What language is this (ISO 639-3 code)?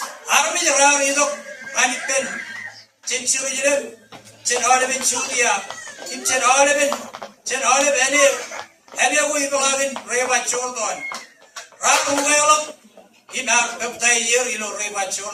mah